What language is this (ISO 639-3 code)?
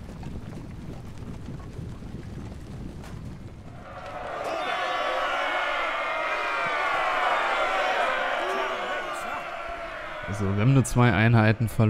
deu